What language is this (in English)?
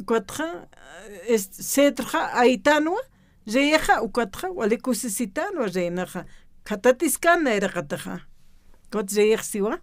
Aymara